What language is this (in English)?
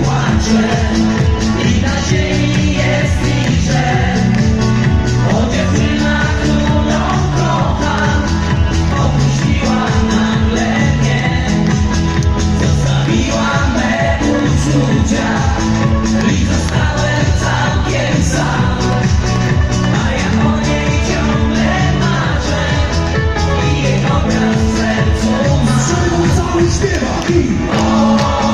Polish